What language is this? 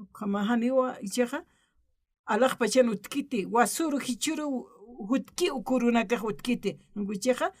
Aymara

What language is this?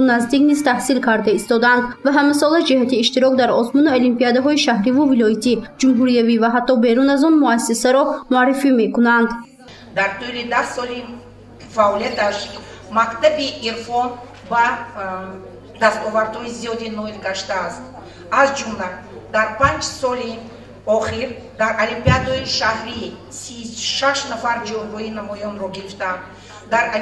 Tajik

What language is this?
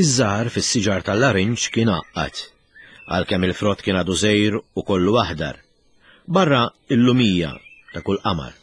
Maltese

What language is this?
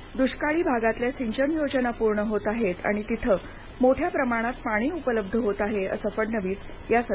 Marathi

